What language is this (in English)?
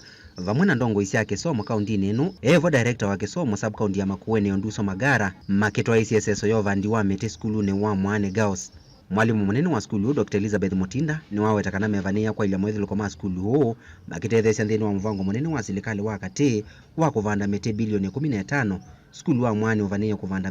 Kamba